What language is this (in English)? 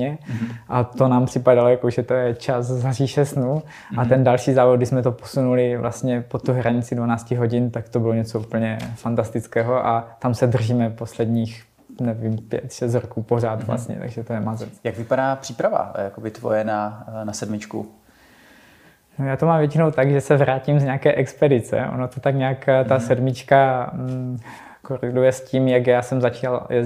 Czech